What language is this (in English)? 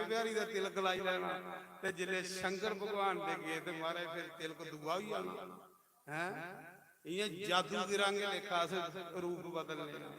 Dogri